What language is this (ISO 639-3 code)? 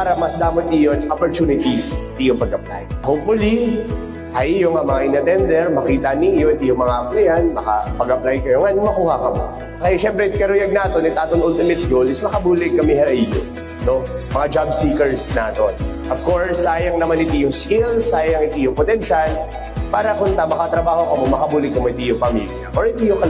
war